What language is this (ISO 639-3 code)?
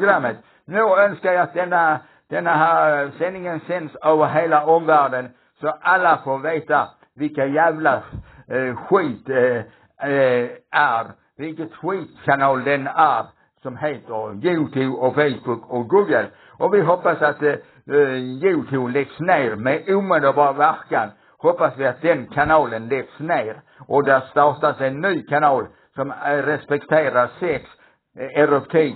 swe